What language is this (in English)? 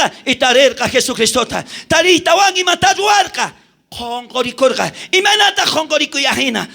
South Bolivian Quechua